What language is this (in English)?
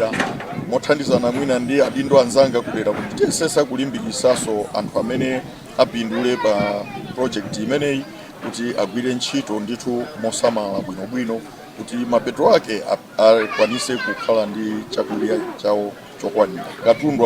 Nyanja